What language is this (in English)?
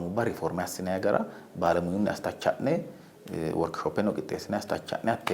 Sidamo